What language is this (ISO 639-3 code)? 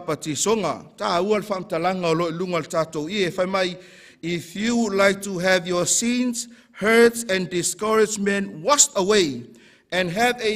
smo